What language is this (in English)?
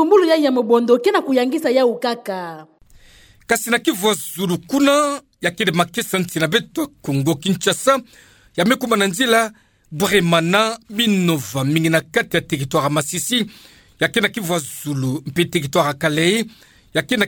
Kituba (Democratic Republic of Congo)